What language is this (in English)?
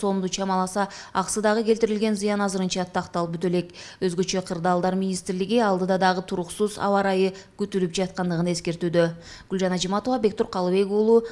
Kyrgyz